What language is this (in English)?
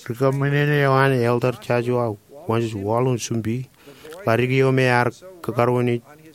Marshallese